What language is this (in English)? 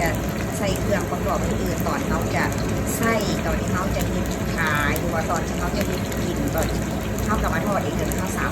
Lao